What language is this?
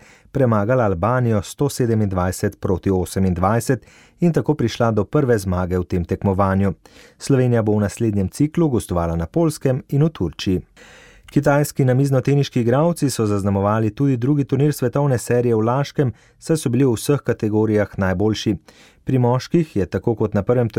Slovenian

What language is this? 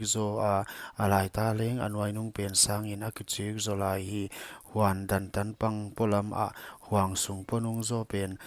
Paite Chin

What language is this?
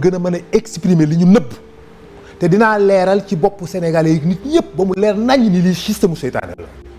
Wolof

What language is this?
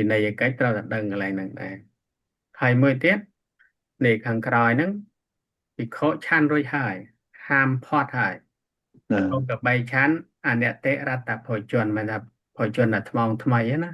Khmer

